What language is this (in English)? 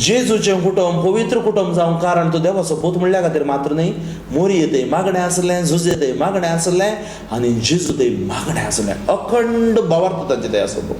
Konkani